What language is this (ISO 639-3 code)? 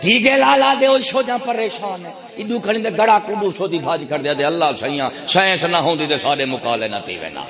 skr